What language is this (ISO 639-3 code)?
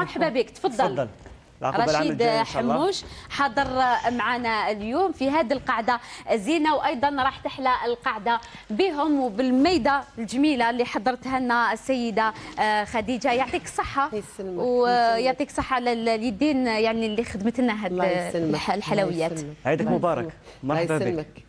arq